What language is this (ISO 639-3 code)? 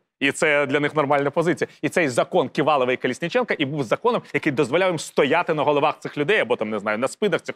ukr